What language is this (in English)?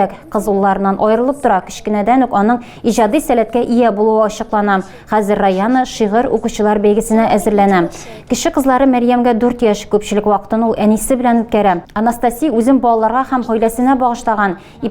Tatar